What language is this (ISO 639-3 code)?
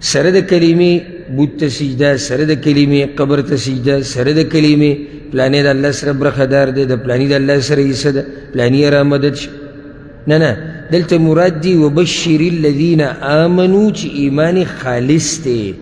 pus